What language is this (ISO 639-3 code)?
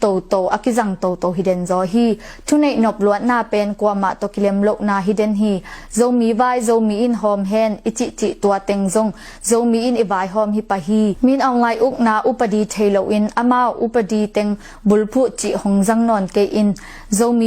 ctd